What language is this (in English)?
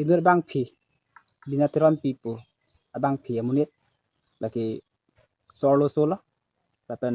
Karbi